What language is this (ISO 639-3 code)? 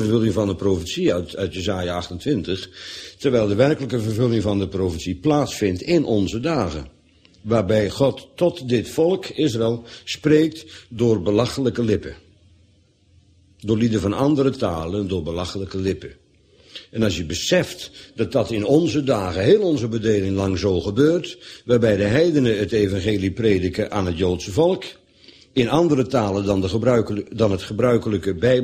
nld